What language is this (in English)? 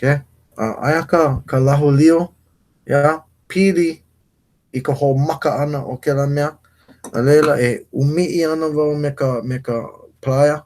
Hawaiian